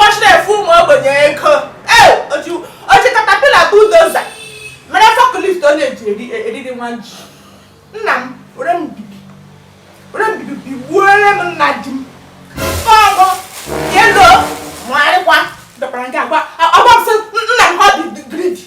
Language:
Igbo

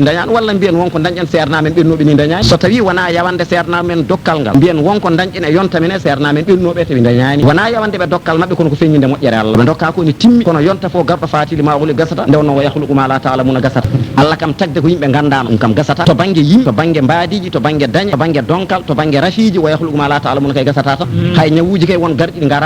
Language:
Fula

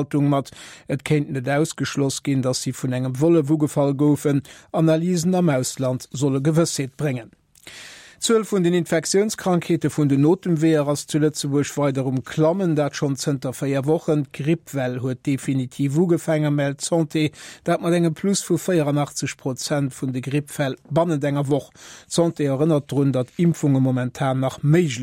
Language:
Luxembourgish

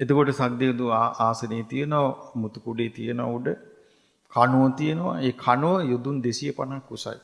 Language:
Sinhala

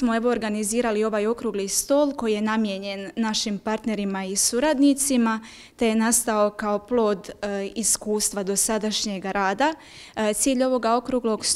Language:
Croatian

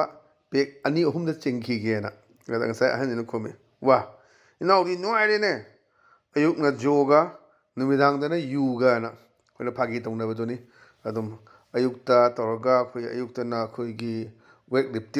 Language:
Manipuri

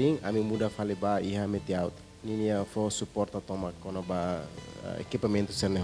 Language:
Tetum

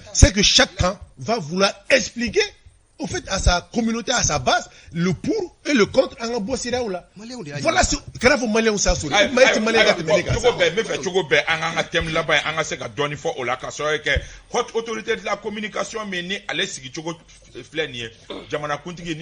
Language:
Bambara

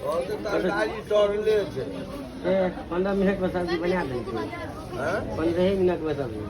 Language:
Maithili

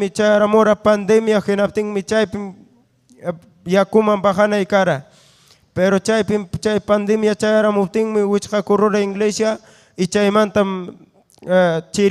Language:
Ayacucho Quechua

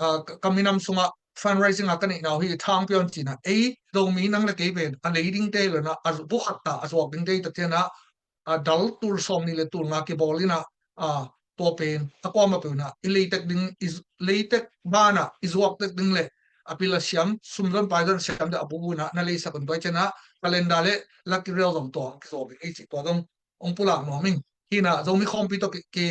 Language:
Tedim Chin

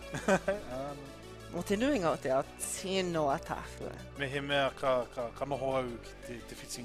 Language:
Māori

